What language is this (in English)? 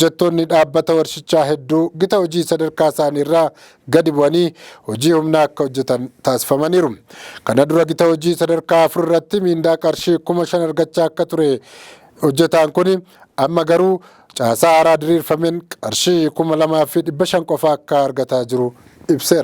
Oromo